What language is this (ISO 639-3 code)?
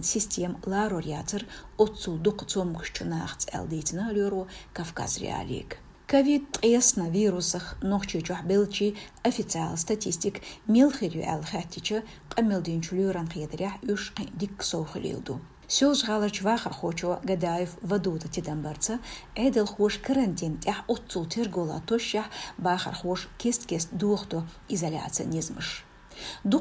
che